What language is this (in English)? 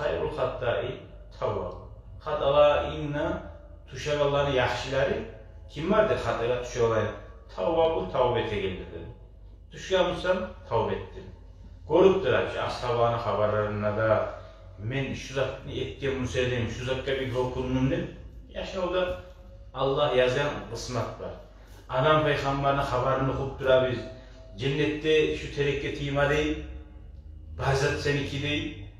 Kumyk